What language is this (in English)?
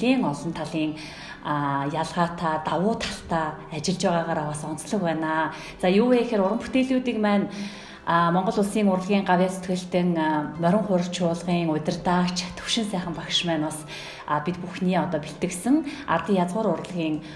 Mongolian